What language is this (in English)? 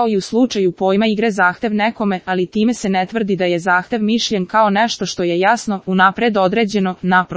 Serbian